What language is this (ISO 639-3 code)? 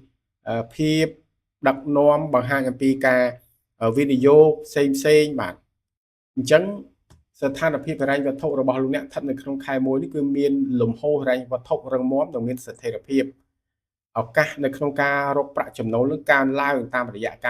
khm